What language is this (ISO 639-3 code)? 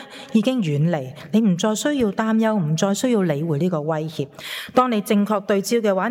yue